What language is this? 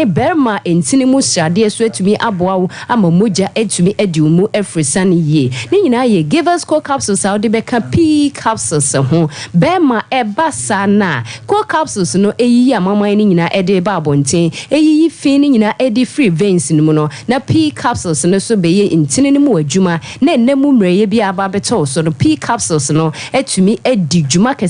Akan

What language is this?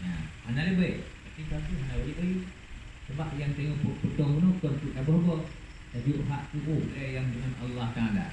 Achinese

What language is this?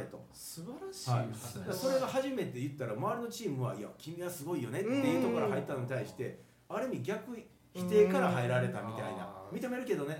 Japanese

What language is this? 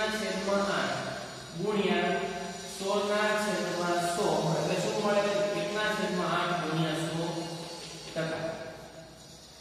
Gujarati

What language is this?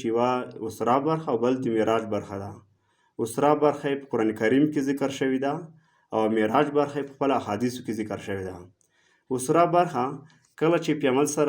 Pashto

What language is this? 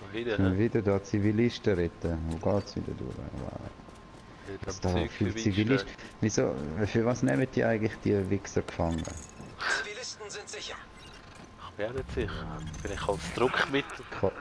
Swiss German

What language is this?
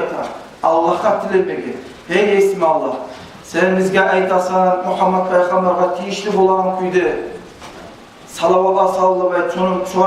Kumyk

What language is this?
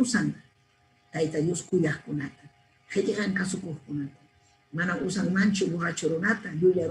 Ayacucho Quechua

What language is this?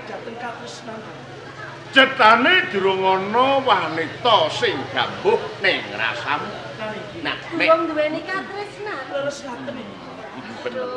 Javanese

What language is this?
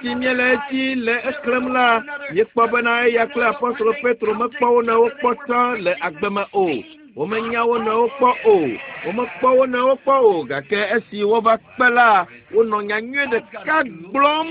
Ewe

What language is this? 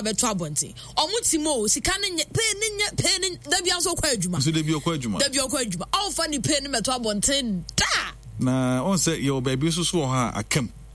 Akan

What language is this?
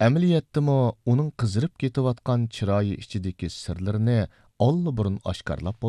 Uyghur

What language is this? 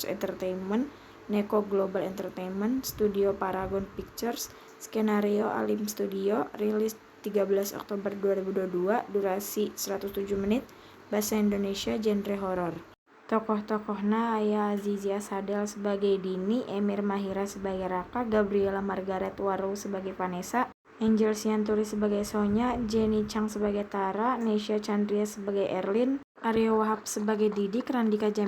Sundanese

